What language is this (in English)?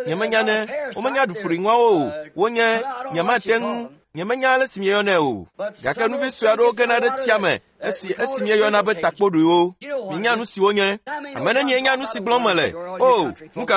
Ewe